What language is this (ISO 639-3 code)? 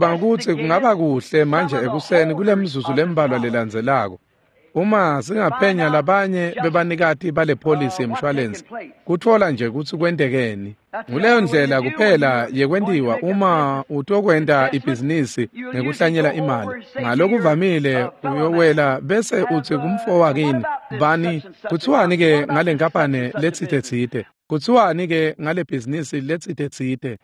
ssw